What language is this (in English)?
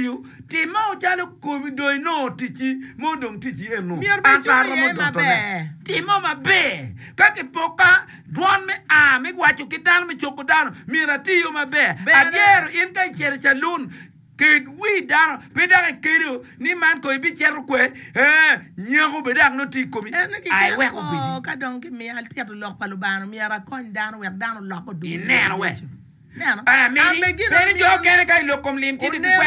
Acoli